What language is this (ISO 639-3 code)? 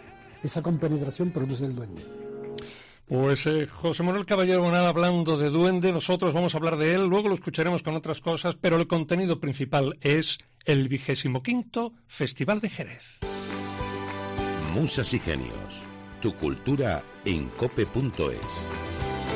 spa